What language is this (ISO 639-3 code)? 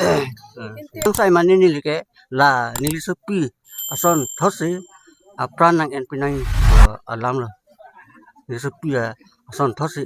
mjw